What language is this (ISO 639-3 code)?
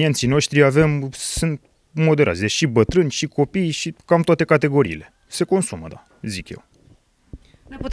ron